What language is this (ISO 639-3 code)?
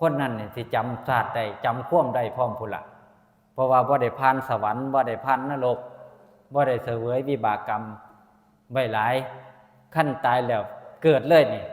tts